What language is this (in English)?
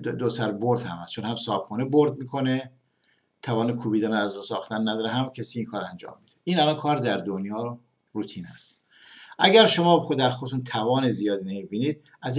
Persian